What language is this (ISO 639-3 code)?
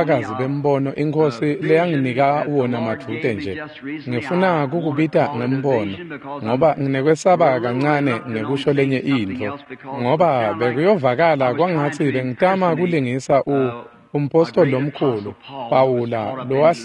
ssw